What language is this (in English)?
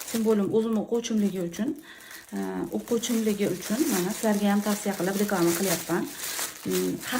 Uzbek